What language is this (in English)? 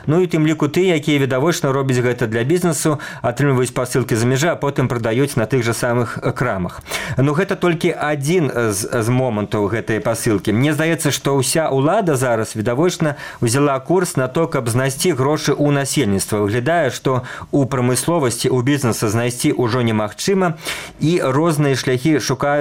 Belarusian